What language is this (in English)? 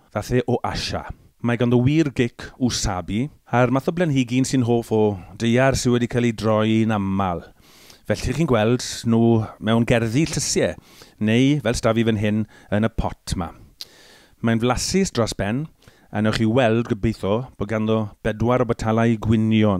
Welsh